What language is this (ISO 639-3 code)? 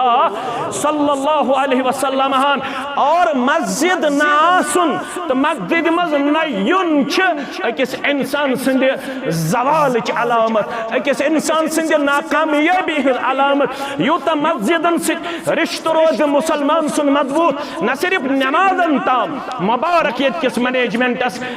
kas